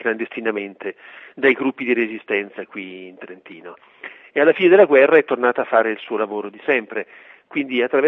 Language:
Italian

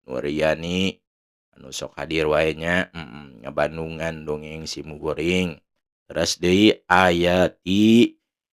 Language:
Sundanese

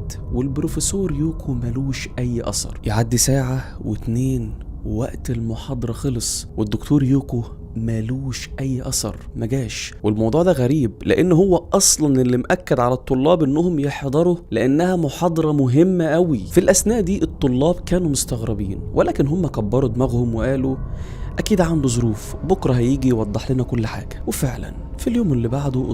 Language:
Egyptian Arabic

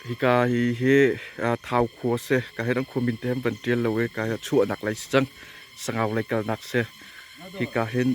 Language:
Hakha Chin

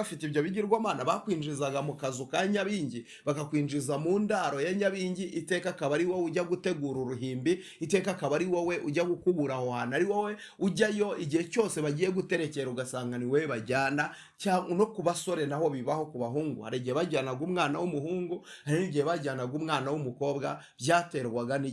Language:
Kinyarwanda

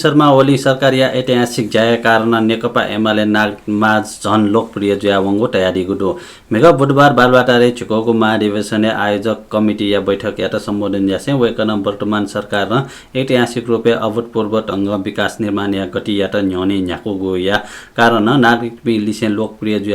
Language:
Newari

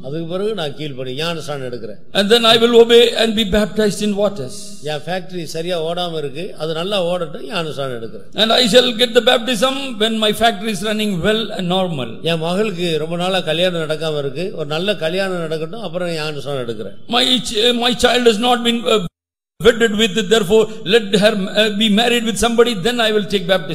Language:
Tamil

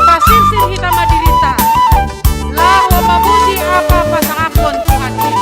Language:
Batak Simalungun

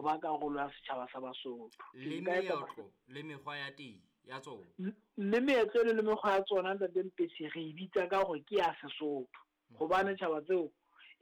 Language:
Southern Sotho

